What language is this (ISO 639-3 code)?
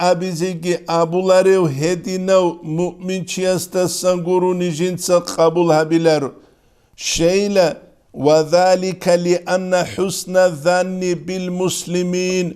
ava